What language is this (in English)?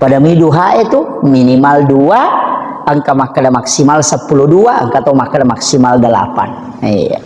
Buginese